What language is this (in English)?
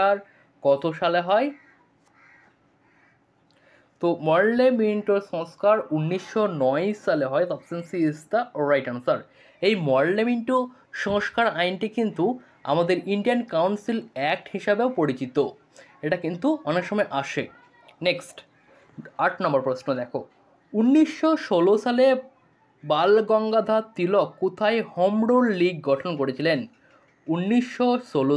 Bangla